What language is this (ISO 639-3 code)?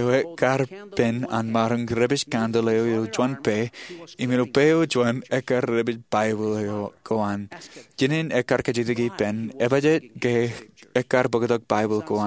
mah